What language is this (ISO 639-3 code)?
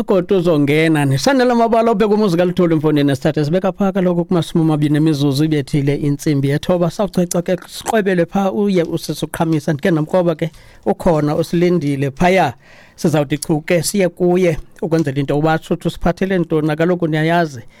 xho